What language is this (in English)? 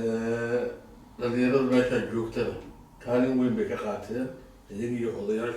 Somali